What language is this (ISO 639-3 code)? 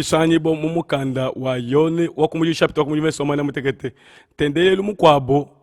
lua